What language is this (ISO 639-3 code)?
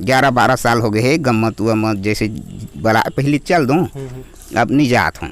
hne